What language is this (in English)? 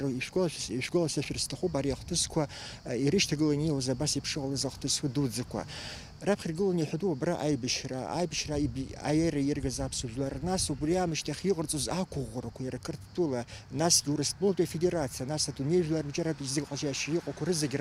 Abkhazian